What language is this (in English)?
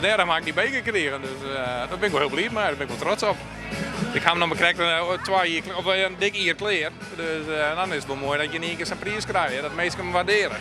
Western Frisian